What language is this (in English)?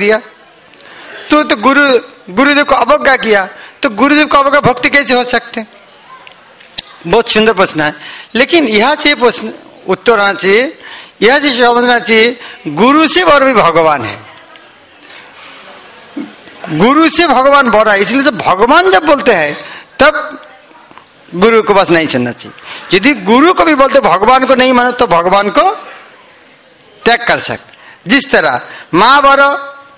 Hindi